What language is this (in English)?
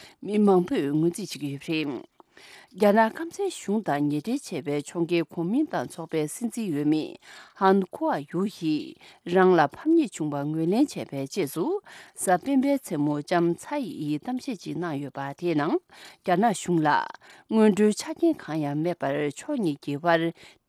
Tibetan